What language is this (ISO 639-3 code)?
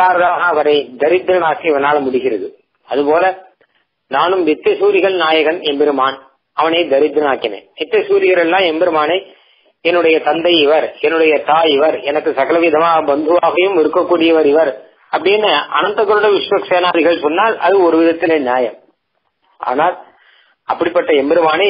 tam